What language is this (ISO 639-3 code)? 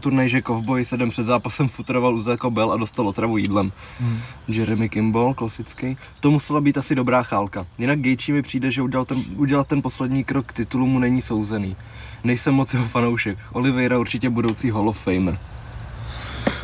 ces